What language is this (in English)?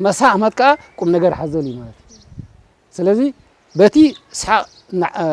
Tigrinya